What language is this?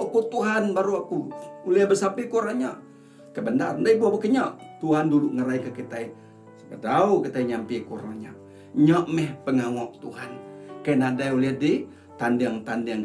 Iban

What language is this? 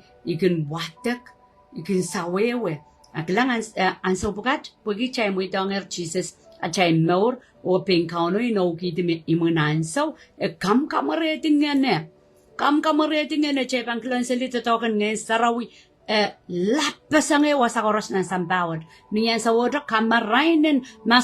Pohnpeian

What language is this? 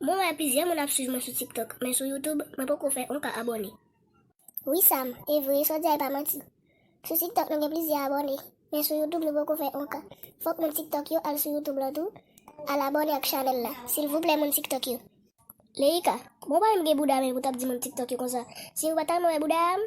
Haitian Creole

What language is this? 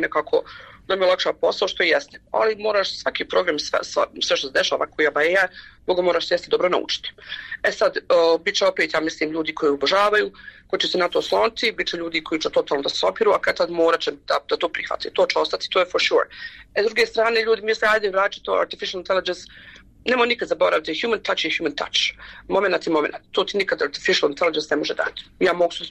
Bosnian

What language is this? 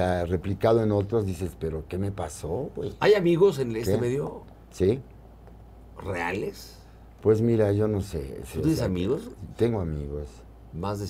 Spanish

